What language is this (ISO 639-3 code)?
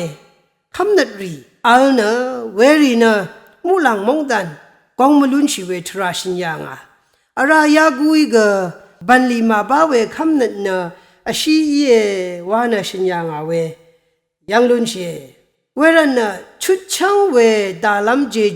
raw